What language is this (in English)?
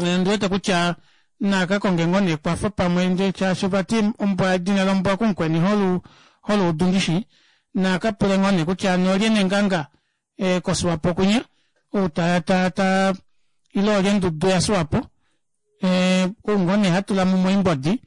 Kuanyama